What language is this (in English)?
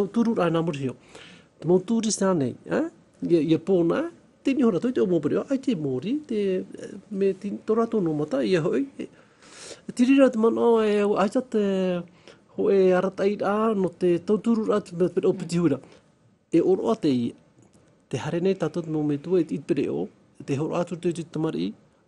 Tahitian